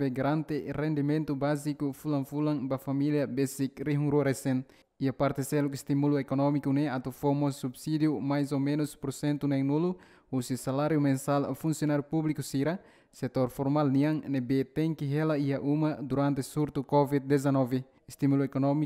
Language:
Tetum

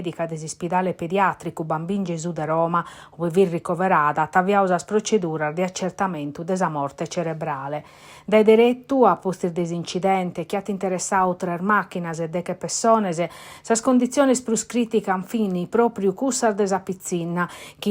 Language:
Sardinian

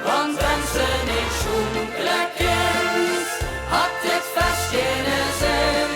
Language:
Limburgish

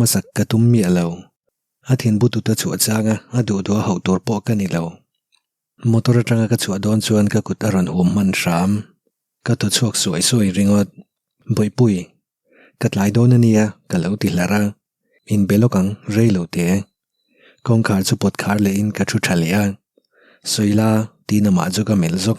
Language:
Mizo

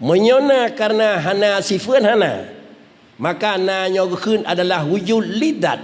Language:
Achinese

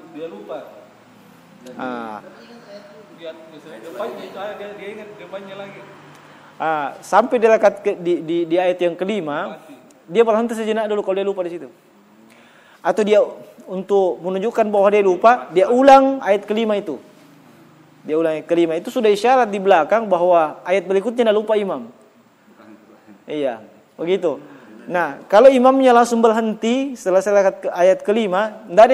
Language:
Indonesian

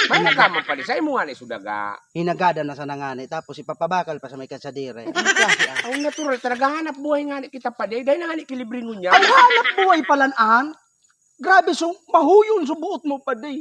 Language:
Bikol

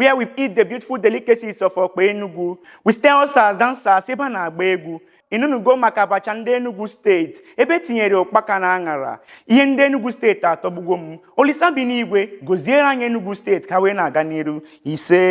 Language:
Igbo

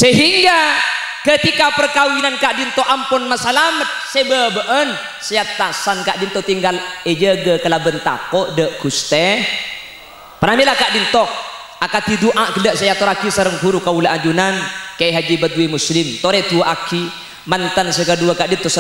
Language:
Madurese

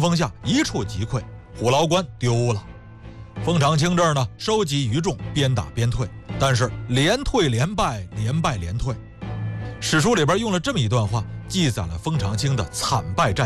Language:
Chinese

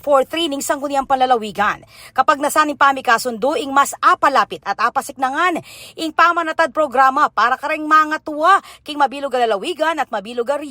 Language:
Pampanga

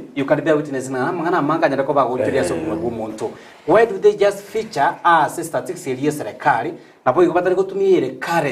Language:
Gusii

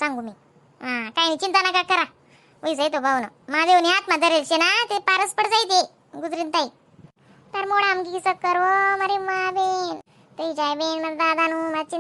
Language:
Khandesi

